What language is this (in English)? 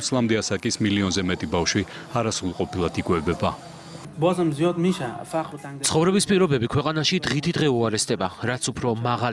Georgian